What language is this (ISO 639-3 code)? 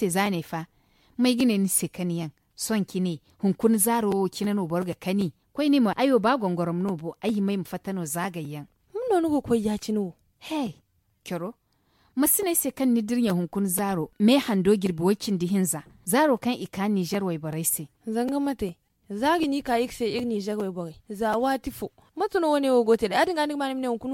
dje